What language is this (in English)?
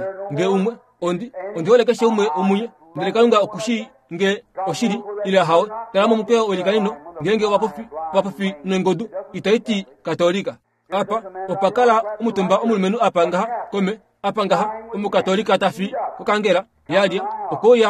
Kuanyama